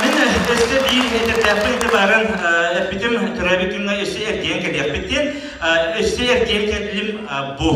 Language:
Yakut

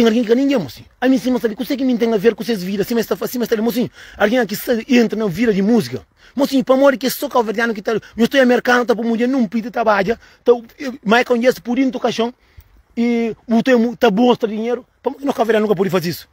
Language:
Kabuverdianu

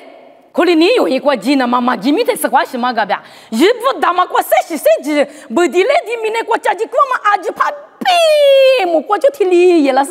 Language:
Lisu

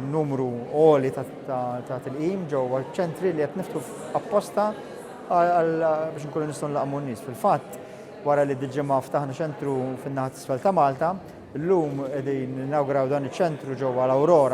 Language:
Maltese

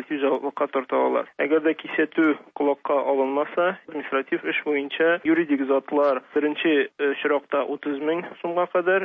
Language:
Tatar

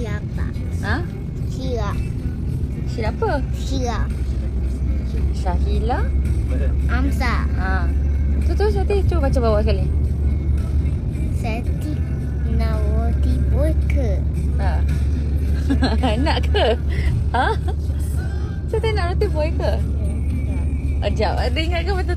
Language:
Malay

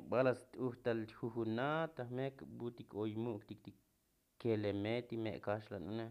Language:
Tzotzil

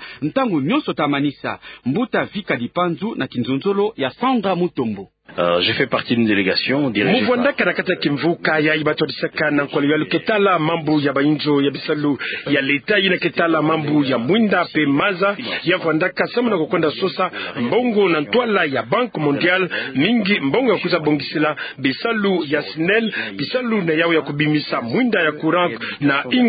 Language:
Kituba (Democratic Republic of Congo)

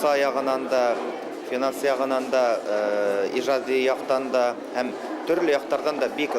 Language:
Bashkir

